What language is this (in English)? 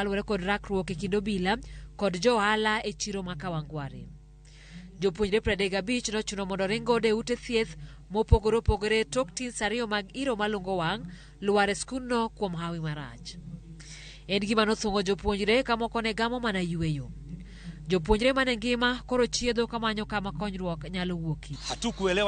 Luo (Kenya and Tanzania)